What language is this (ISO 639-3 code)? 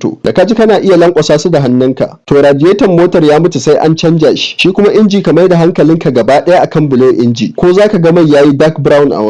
hau